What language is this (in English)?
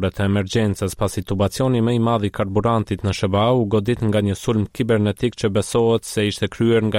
Albanian